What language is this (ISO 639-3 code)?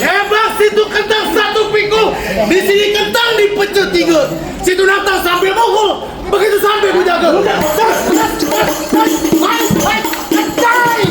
bew